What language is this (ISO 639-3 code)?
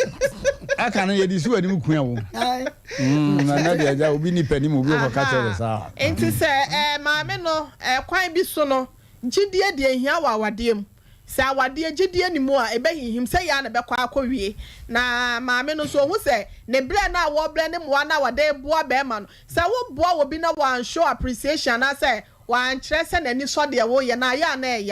aka